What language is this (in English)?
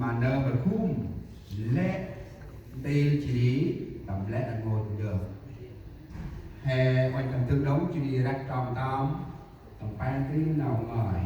Central Mnong